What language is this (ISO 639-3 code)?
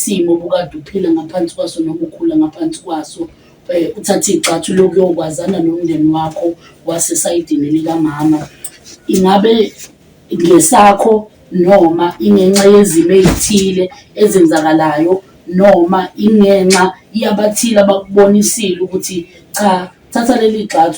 zul